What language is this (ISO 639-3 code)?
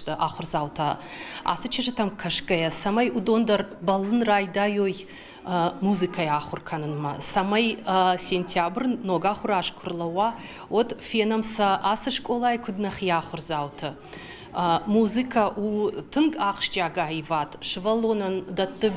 oss